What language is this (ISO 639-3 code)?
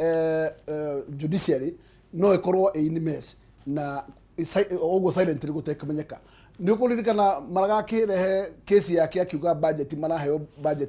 kik